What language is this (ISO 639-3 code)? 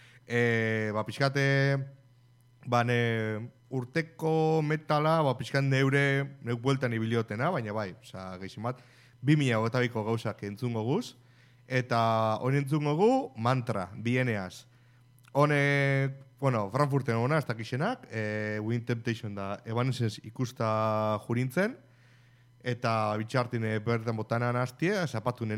eus